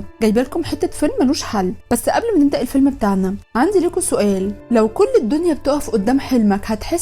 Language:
Egyptian Arabic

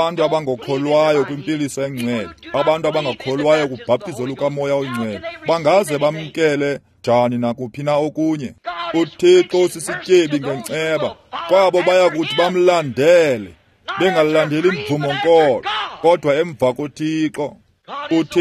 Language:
Xhosa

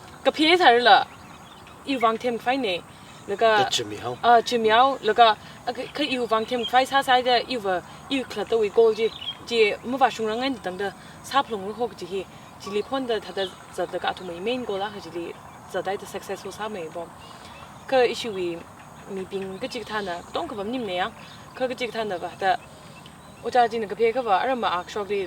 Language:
Tangkhul Naga (India)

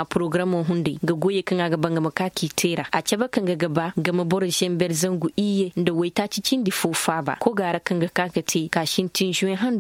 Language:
Koyraboro Senni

